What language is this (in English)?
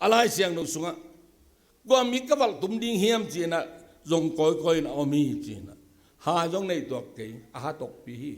Tedim Chin